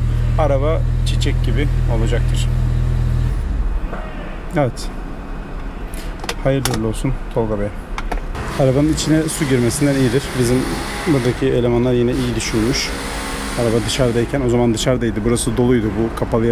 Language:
Turkish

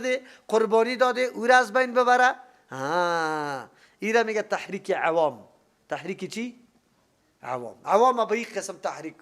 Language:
Persian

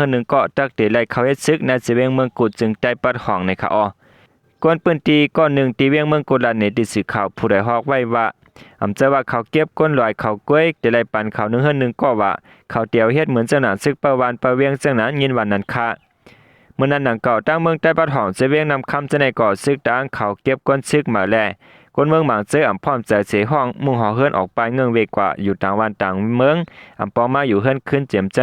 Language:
Shan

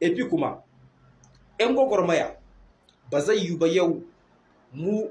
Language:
Hausa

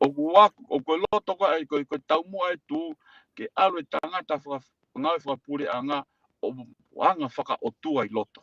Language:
Tongan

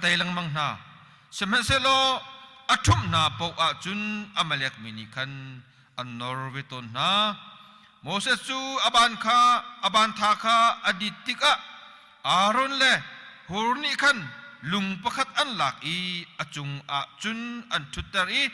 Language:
Hakha Chin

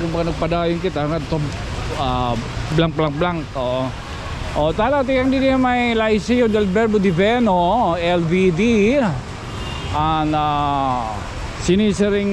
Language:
Waray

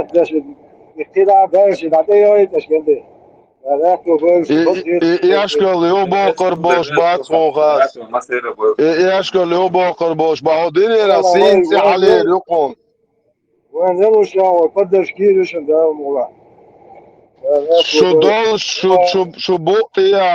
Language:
Chechen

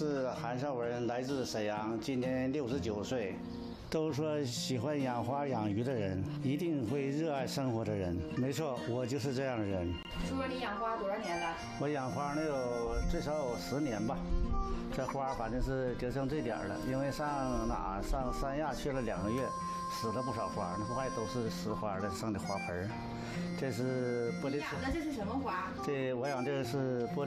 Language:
Chinese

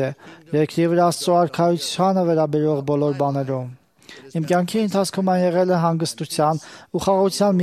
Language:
Armenian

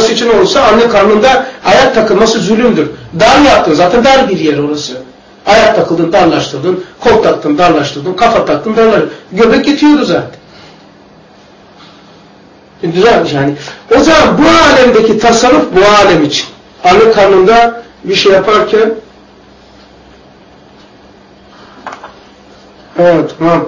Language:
Turkish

